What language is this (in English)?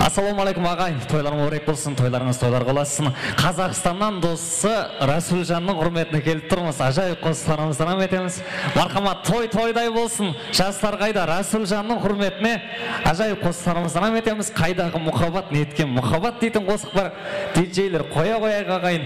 Kara-Kalpak